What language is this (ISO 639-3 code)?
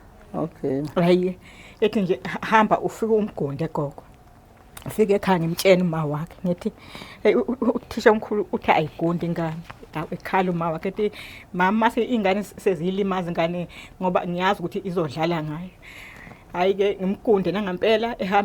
zul